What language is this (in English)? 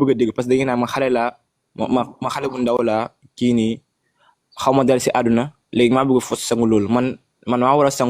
Wolof